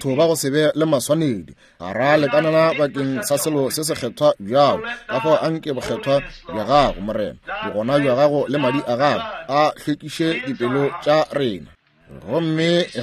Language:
Northern Sotho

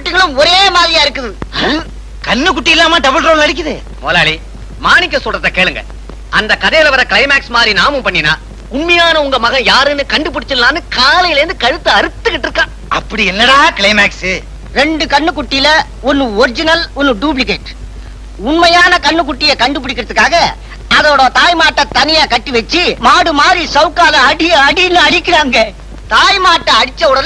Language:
Tamil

